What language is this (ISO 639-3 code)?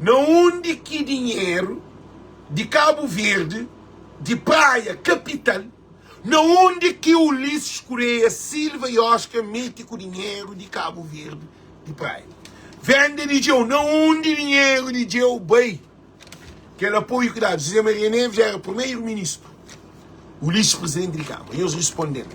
kea